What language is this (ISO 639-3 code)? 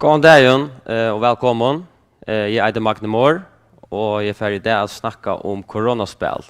fao